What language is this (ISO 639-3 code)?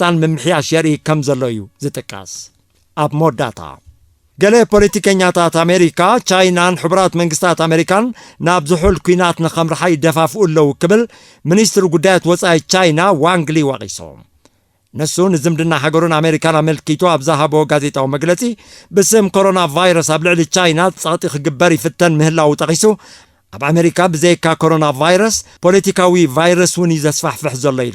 tir